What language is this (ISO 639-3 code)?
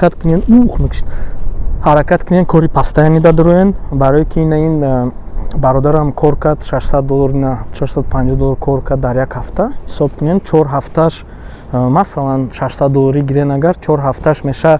tgk